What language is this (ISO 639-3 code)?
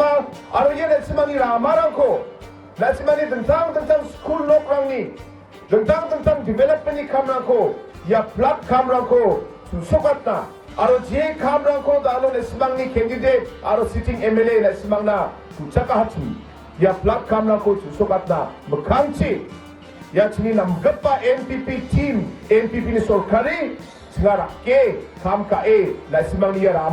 grt